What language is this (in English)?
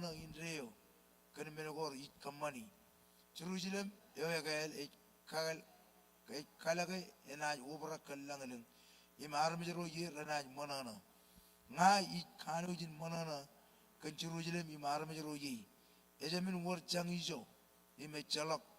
Marshallese